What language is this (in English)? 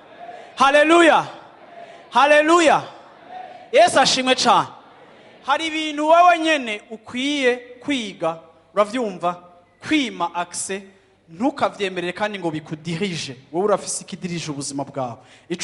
Rundi